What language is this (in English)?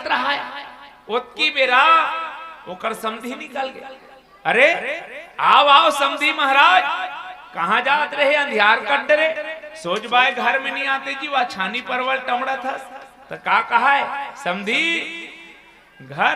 Chhattisgarhi